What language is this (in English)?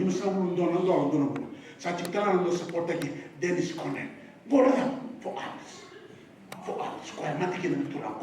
Fijian